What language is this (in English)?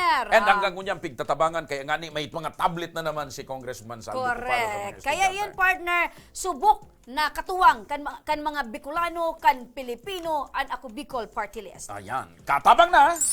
Bikol